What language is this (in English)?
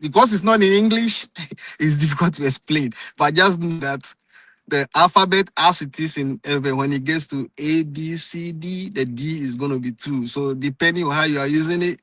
Ewe